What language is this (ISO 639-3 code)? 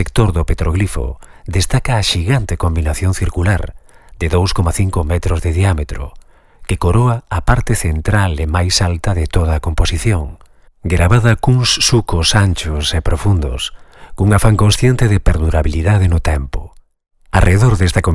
glg